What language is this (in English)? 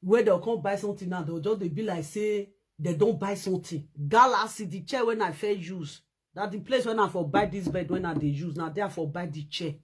Nigerian Pidgin